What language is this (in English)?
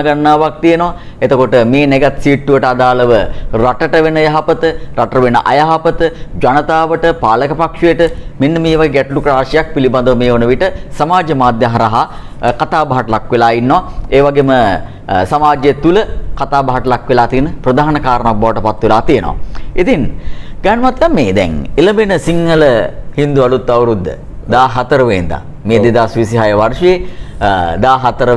Sinhala